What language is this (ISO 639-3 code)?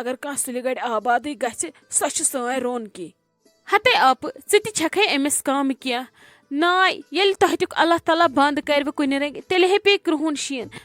kas